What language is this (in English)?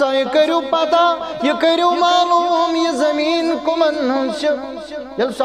Kashmiri